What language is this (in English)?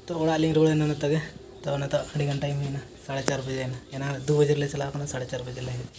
Santali